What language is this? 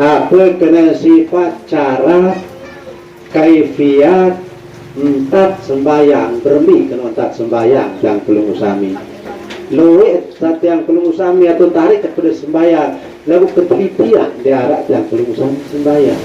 Sasak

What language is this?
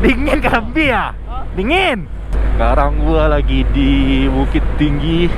Minangkabau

